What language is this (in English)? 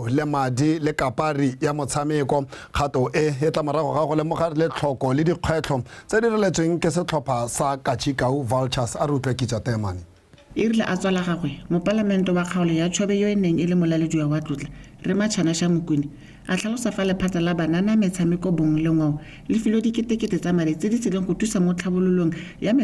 Tswana